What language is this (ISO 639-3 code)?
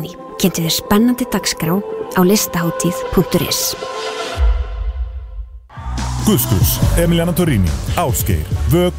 isl